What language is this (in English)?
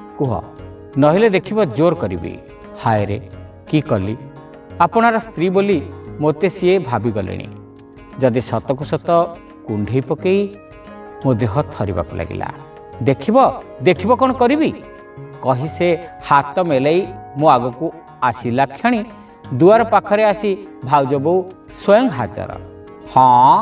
Odia